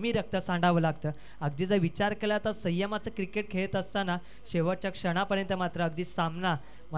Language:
Marathi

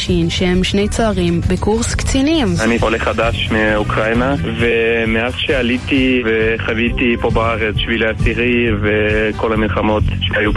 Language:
Hebrew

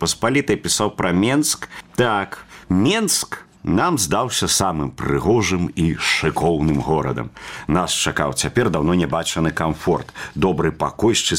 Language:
Belarusian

